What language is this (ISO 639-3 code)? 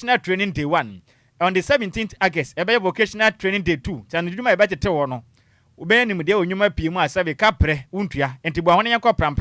aka